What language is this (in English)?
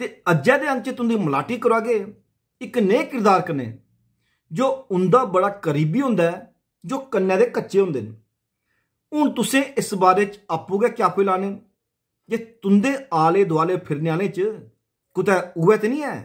Dogri